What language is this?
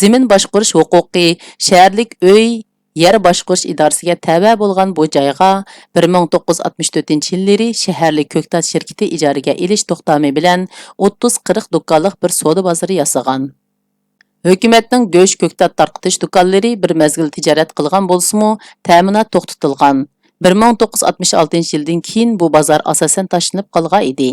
Uyghur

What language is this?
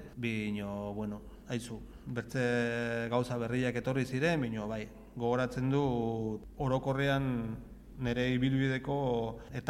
Basque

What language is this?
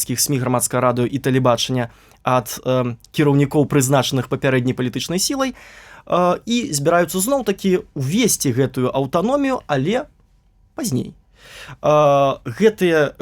Belarusian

